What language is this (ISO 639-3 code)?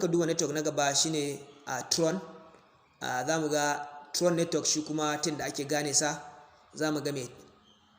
hau